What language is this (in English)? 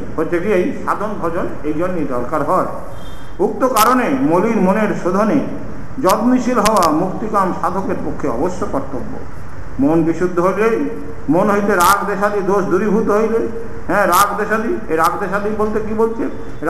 Bangla